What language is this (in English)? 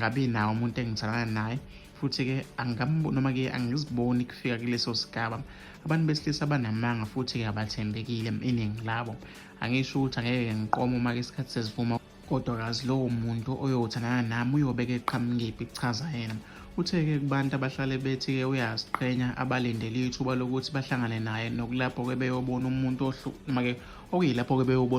Zulu